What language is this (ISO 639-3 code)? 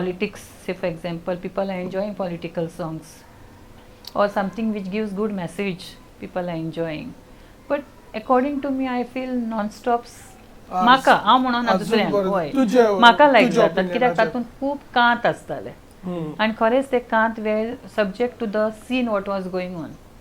kok